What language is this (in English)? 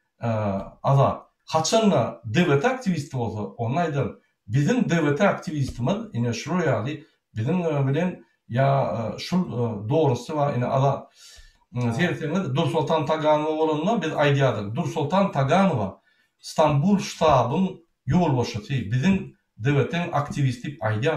Turkmen